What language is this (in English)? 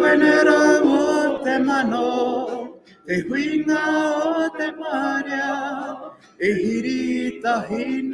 Māori